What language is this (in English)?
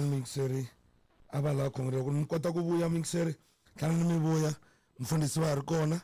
Tsonga